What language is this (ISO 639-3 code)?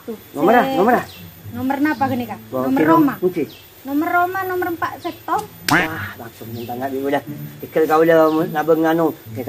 mad